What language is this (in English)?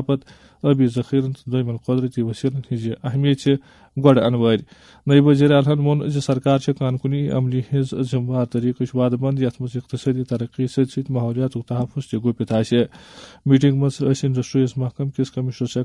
Kashmiri